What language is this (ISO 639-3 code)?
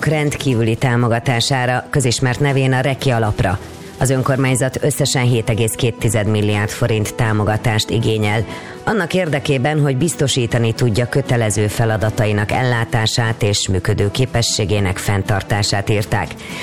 hun